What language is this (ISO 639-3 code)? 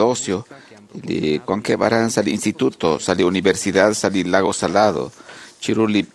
kek